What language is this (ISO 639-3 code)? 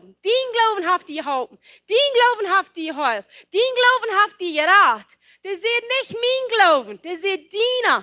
pdt